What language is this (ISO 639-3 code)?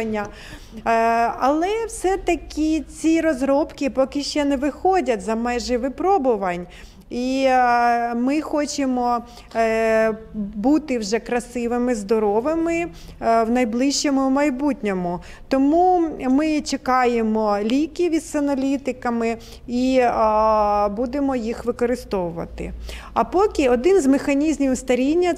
ukr